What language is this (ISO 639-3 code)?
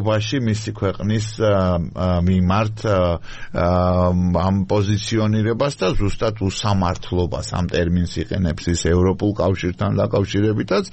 kat